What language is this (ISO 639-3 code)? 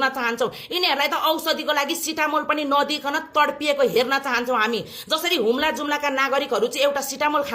nep